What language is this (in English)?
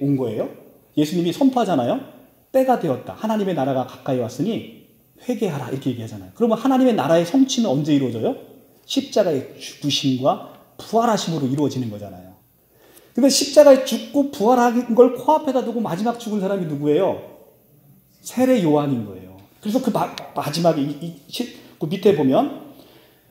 Korean